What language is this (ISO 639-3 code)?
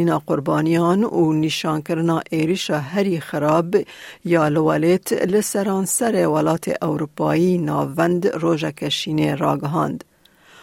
kur